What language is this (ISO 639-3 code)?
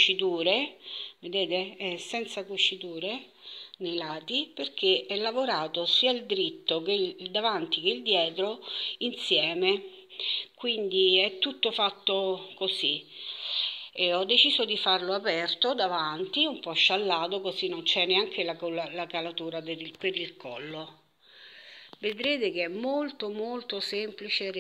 ita